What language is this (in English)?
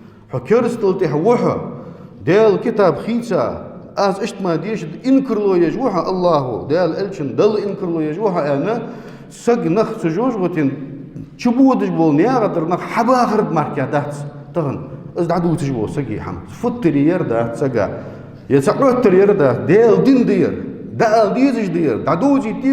Ingush